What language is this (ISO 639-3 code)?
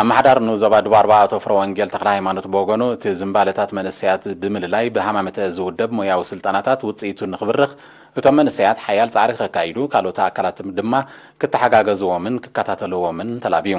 tir